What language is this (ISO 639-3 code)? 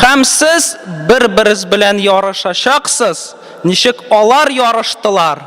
tat